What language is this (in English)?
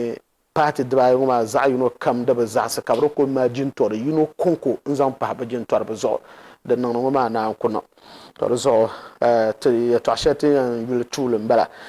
Dagbani